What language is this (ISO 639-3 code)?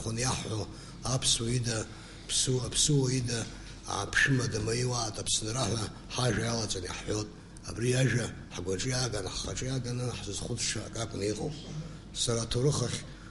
abk